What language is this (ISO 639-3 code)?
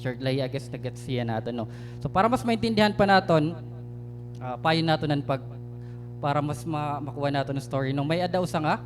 war